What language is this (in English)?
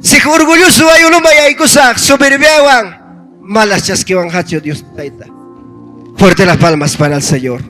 Ayacucho Quechua